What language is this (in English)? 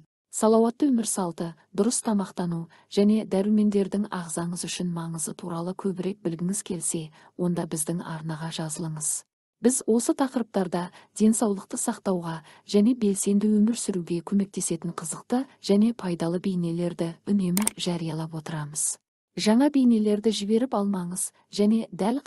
Kazakh